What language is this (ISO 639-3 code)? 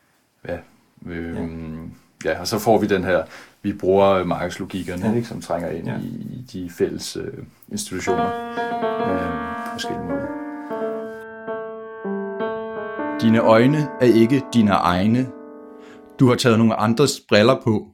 dan